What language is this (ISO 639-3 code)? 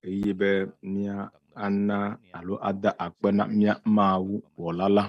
ewe